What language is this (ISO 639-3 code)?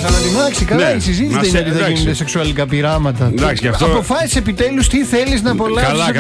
ell